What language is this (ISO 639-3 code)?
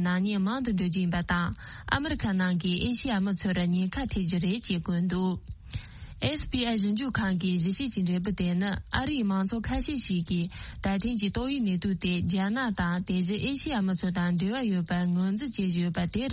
bod